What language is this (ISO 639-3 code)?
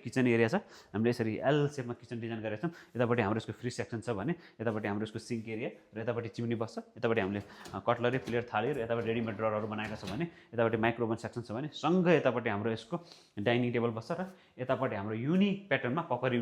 nep